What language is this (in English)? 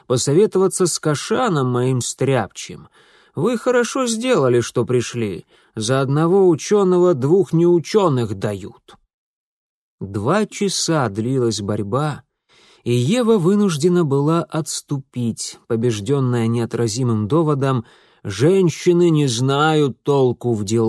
Russian